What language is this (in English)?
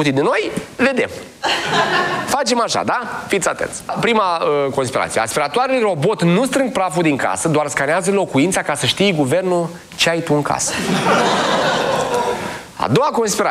Romanian